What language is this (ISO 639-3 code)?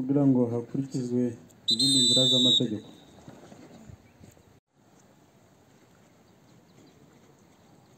kin